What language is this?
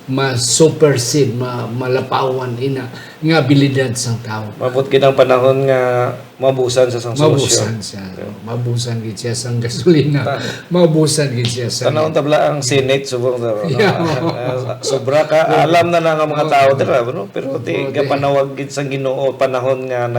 Hiligaynon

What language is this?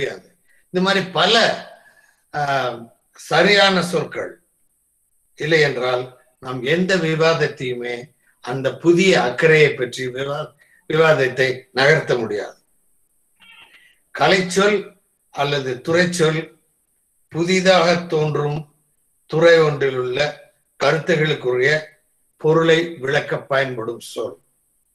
Tamil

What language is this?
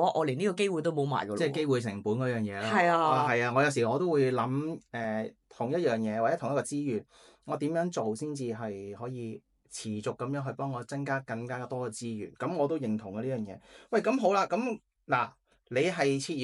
Cantonese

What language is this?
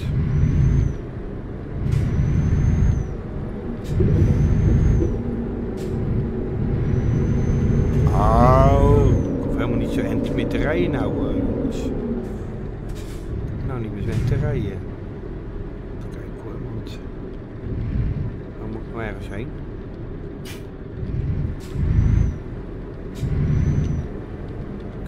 Dutch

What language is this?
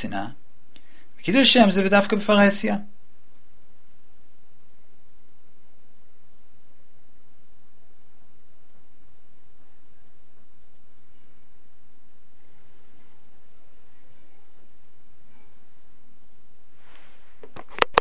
Hebrew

